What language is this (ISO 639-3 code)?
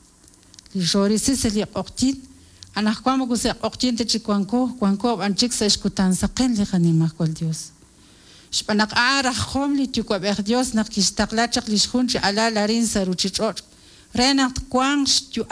kek